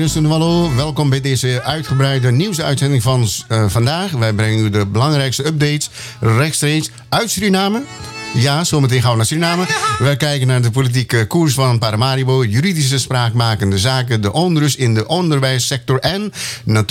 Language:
Dutch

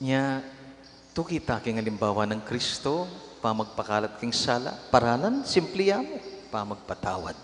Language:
Pampanga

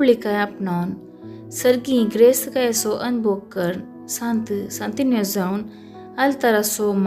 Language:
Konkani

